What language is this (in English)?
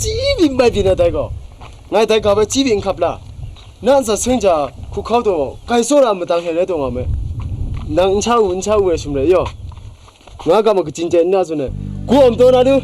Kachin